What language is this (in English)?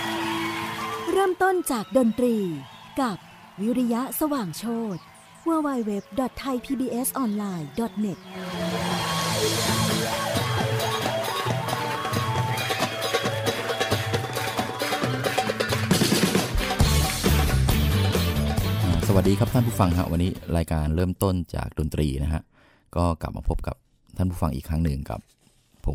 Thai